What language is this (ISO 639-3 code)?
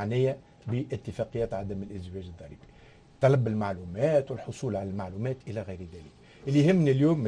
aeb